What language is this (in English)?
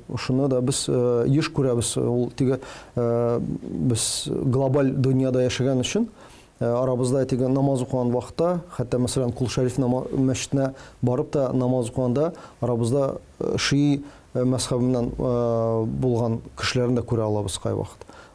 Tatar